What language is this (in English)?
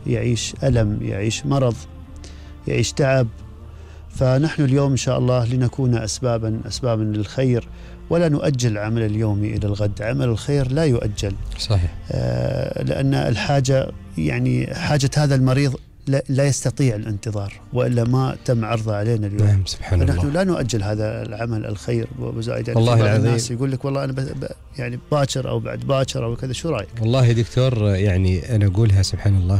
Gulf Arabic